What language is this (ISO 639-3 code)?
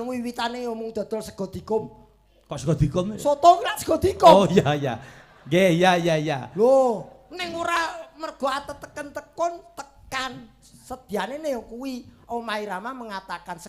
jav